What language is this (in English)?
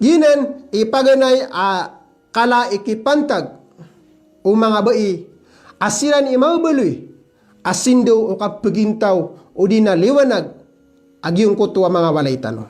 Maranao